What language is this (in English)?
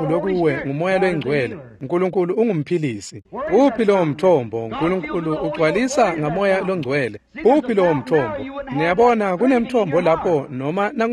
Swati